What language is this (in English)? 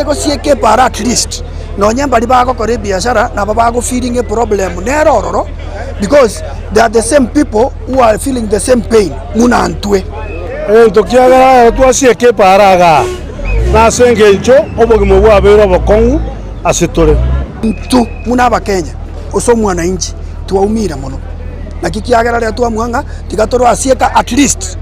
Gusii